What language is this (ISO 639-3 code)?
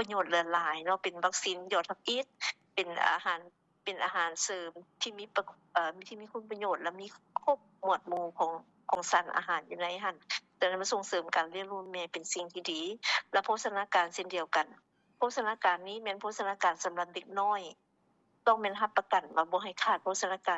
lao